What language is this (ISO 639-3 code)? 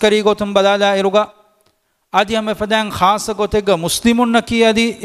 div